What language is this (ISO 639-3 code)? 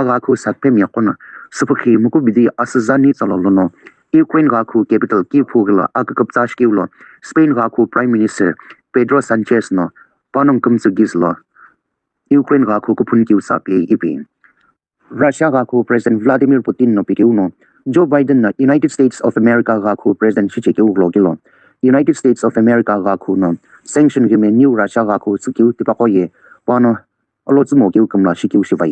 nsm